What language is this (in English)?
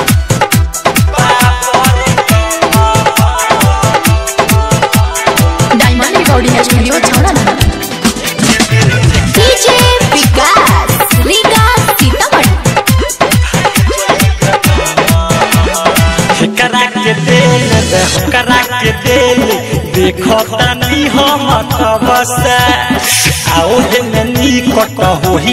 Bhojpuri